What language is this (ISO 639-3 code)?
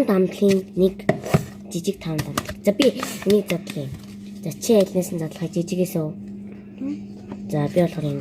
mon